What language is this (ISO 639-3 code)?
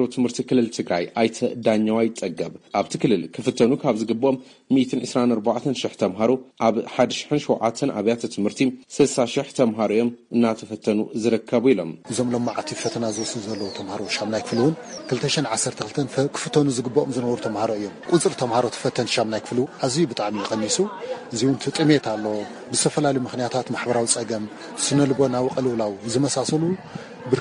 tir